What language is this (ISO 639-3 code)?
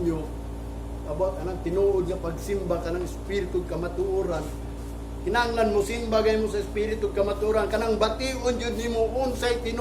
ceb